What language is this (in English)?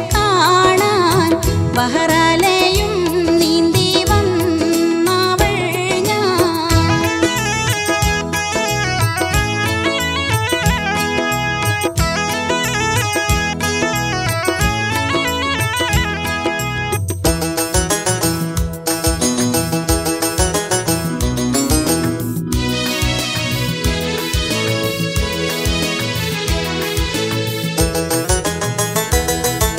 Malayalam